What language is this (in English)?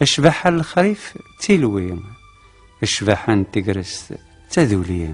Kabyle